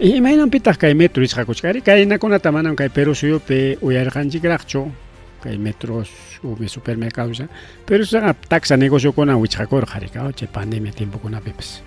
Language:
Ayacucho Quechua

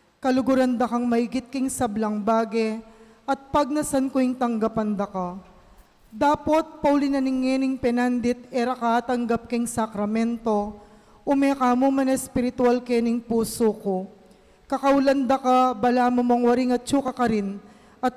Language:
Pampanga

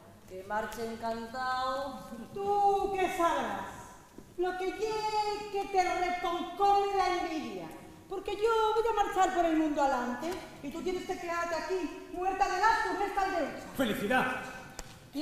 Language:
Asturian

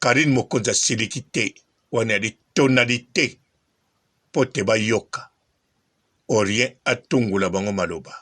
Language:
Lingala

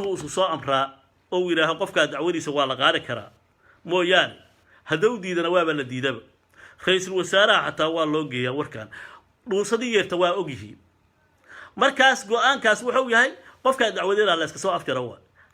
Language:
Somali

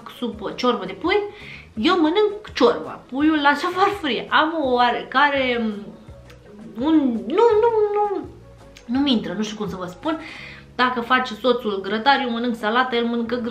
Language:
Romanian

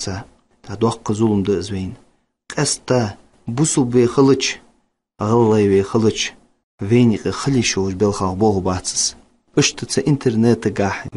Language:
Ingush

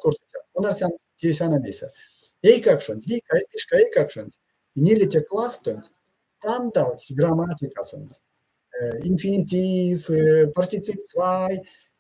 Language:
Erzya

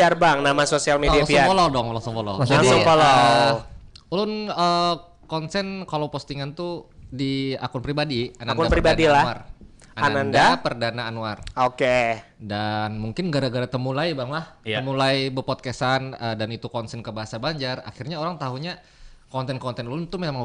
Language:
Banjar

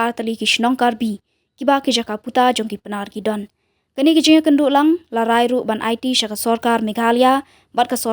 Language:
Khasi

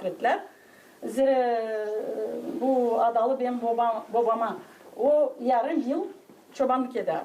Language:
Gagauz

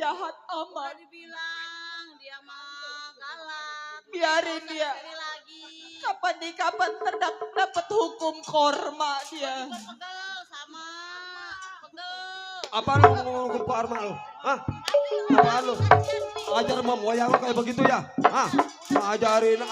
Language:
Betawi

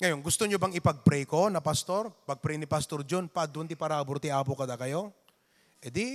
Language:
Iloko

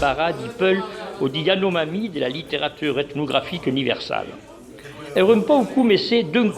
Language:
Occitan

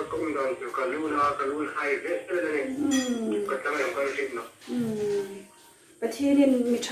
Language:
Hmar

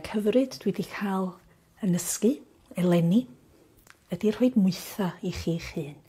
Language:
Welsh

